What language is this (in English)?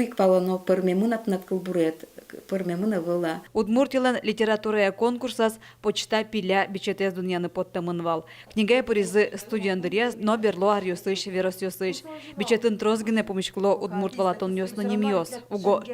Udmurt